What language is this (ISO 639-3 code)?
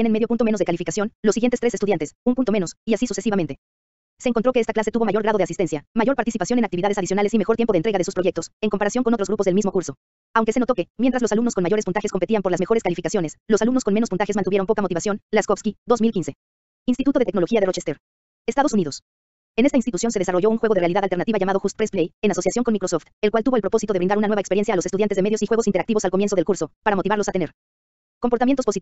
spa